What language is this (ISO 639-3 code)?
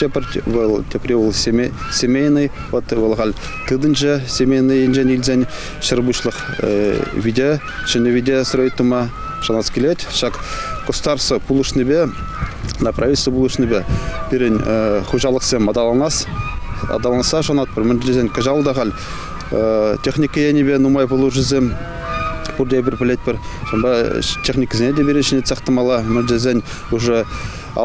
chv